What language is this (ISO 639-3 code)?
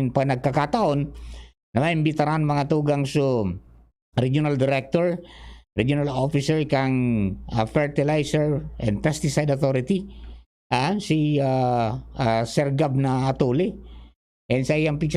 bik